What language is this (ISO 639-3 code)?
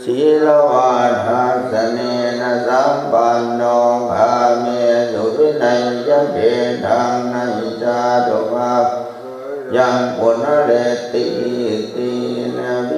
pli